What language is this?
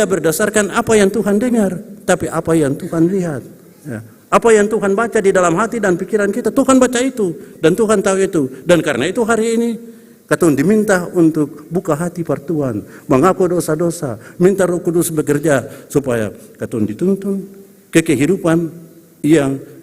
Ambonese Malay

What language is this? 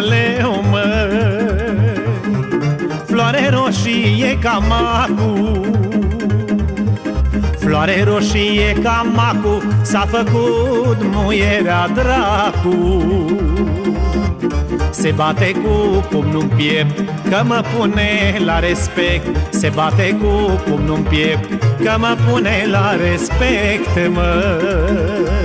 Romanian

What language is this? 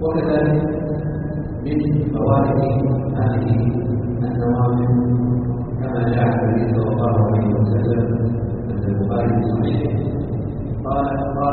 Arabic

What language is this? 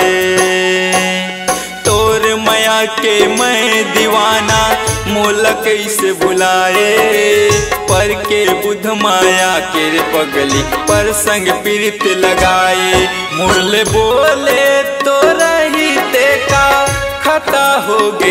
Chhattisgarhi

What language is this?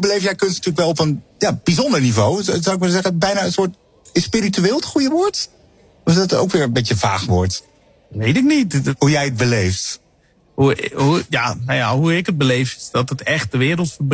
Dutch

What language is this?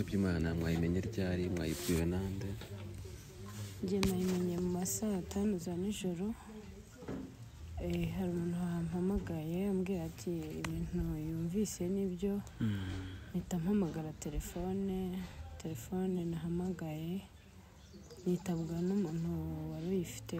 Kinyarwanda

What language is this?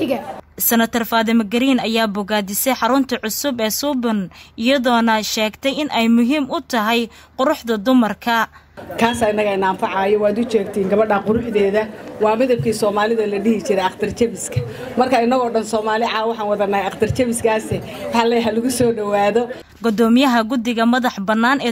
Somali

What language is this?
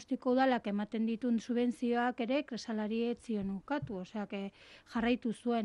Basque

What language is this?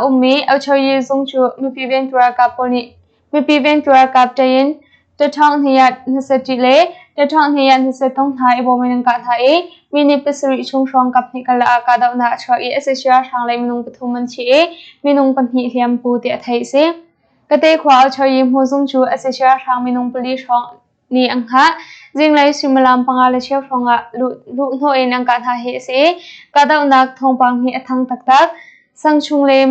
Hakha Chin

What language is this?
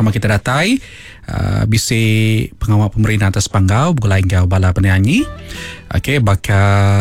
Iban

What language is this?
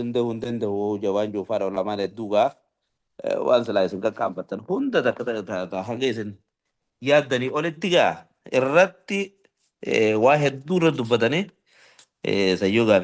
Oromo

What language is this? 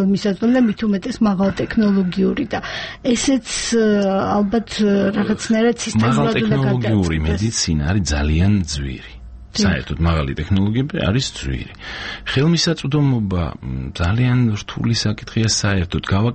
Georgian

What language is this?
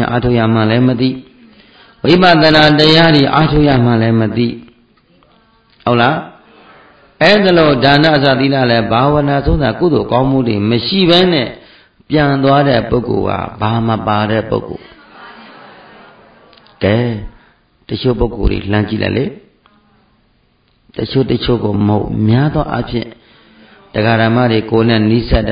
Burmese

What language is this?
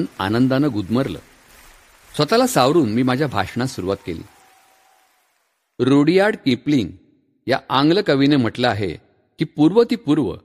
Marathi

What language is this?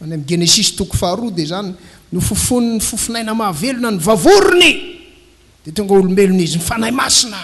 Malagasy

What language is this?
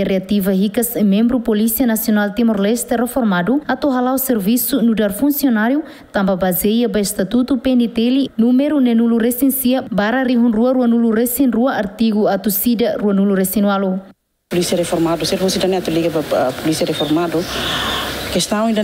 Tetum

